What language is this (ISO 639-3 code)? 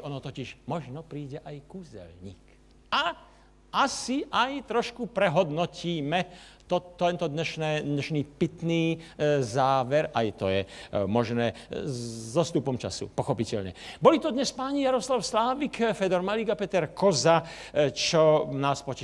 slk